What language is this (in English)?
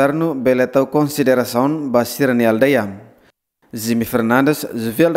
Tetum